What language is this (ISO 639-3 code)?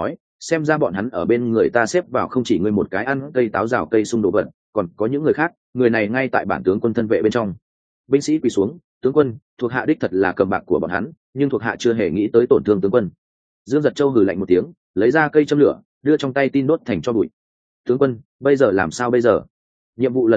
vie